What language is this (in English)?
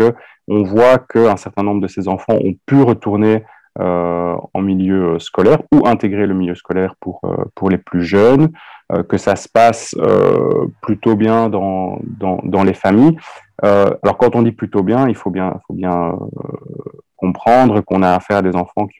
French